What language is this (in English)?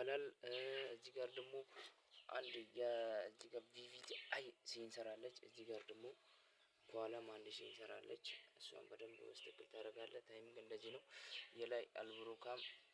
Amharic